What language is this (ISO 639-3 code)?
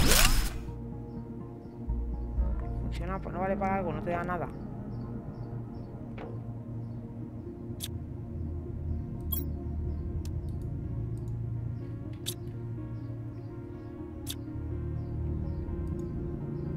spa